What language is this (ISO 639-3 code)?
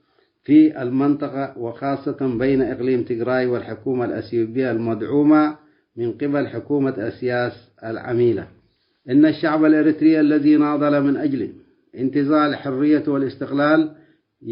tig